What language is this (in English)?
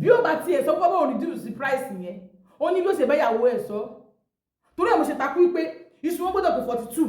Yoruba